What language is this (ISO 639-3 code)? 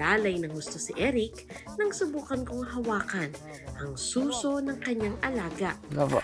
fil